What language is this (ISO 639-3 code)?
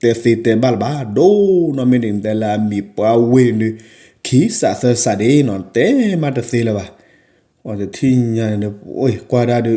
ksw